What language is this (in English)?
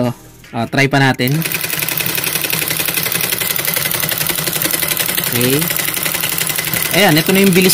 Filipino